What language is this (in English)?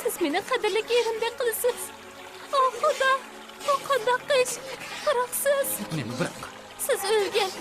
Uyghur